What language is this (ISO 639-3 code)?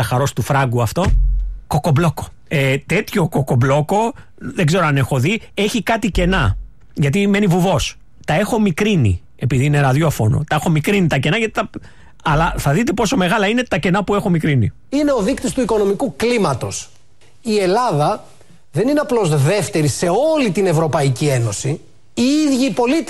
ell